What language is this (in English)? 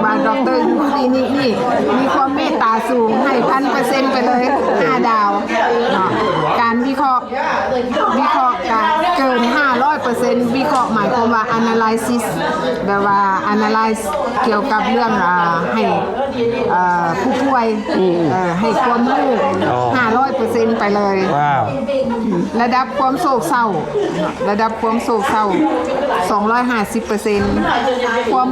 Lao